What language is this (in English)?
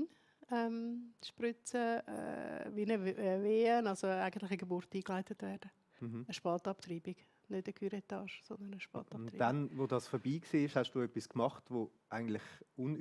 Swiss German